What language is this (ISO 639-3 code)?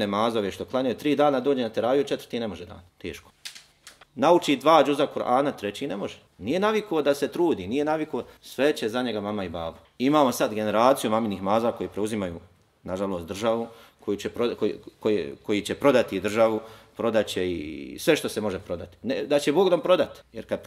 bos